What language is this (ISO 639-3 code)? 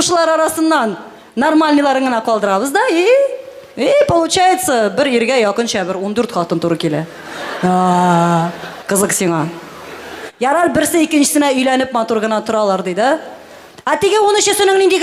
tat